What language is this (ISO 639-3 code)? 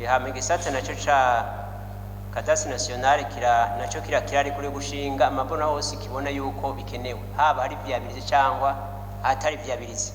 run